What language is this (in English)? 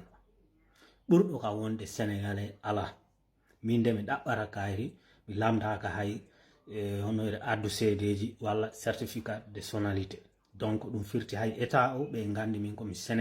Fula